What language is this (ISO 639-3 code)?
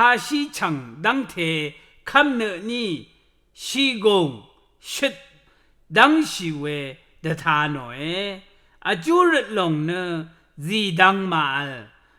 raw